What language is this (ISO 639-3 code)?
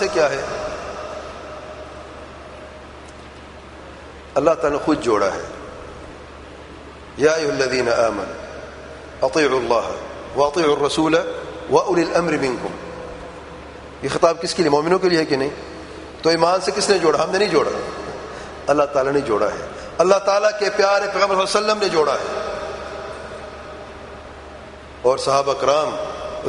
urd